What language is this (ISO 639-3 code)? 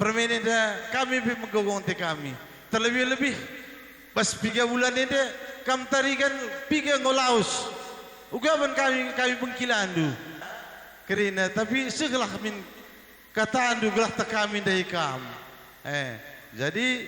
btx